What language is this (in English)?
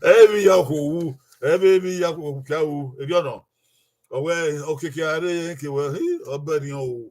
Bini